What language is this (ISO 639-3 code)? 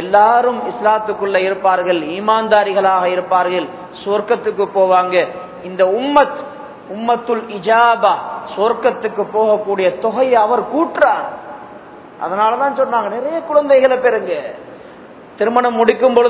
tam